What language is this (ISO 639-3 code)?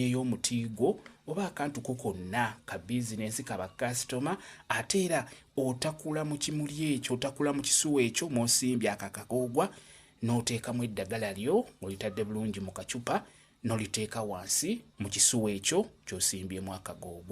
lug